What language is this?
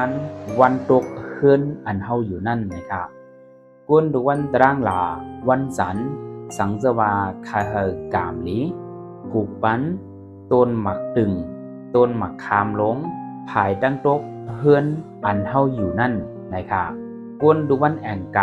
Shan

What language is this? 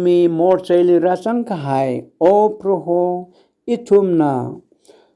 Tangkhul Naga (India)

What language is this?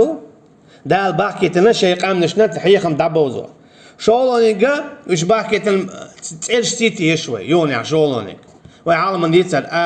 Chechen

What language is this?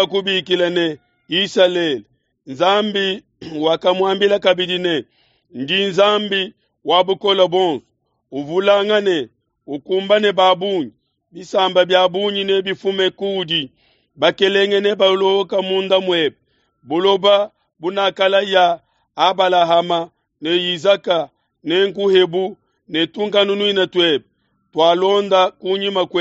Luba-Lulua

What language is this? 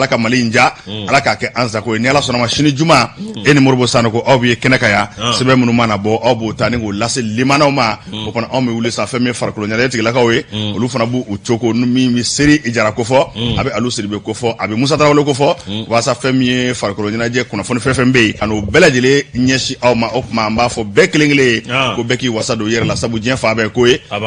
Bambara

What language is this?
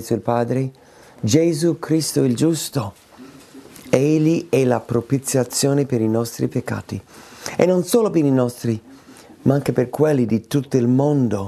Italian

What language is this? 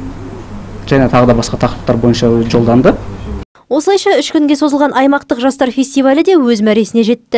Kazakh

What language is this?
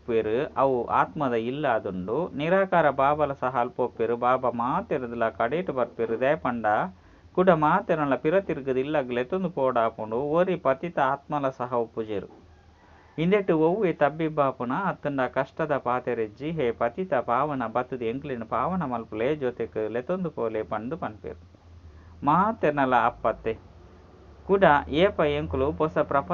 Tulu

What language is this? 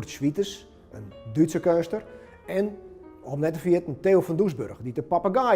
Western Frisian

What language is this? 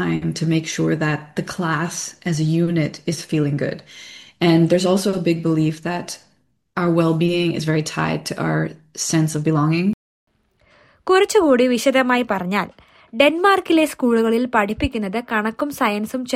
Malayalam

